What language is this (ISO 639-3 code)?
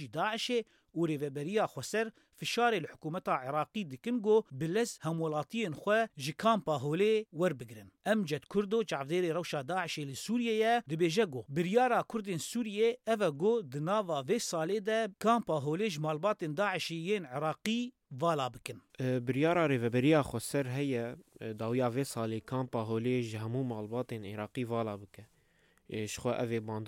kur